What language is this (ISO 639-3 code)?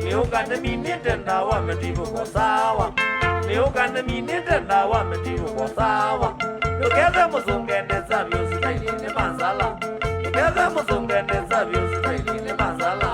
kam